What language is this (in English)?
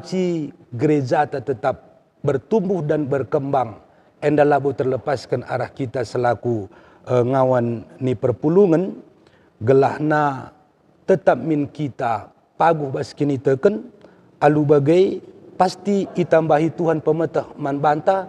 Batak Karo